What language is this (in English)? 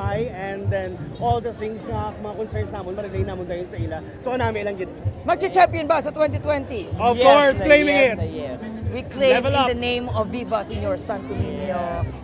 Hiligaynon